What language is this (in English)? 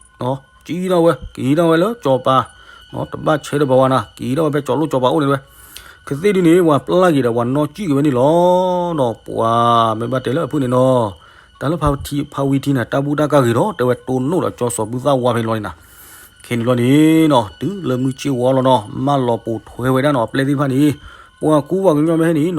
S'gaw Karen